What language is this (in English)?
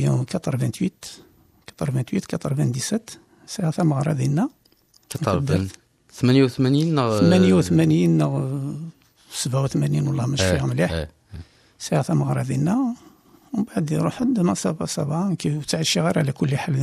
Kabyle